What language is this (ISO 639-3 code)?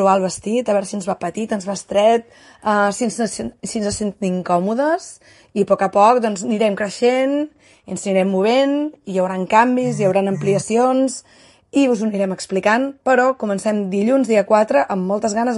cat